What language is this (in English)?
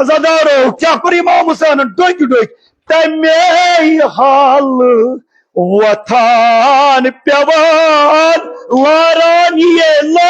Kashmiri